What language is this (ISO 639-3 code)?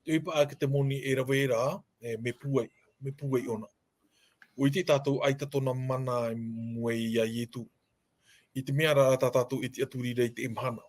tah